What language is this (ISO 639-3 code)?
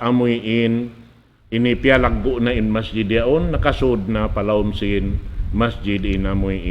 tsg